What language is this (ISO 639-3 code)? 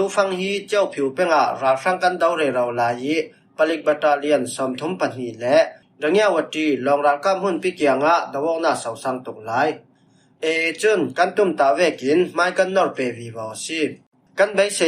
cfm